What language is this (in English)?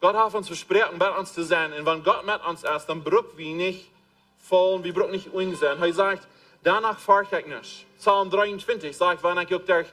Plautdietsch